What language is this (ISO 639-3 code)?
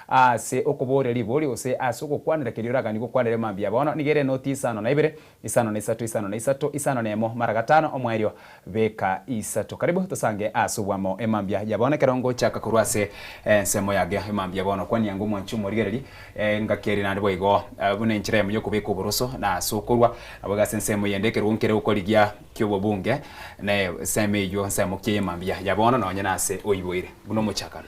guz